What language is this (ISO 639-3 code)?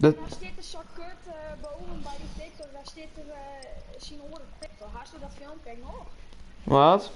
fry